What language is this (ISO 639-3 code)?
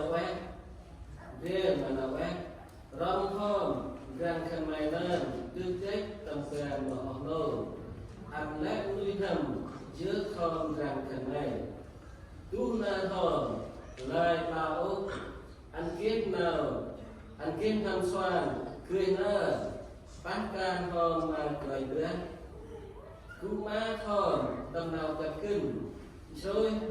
cmo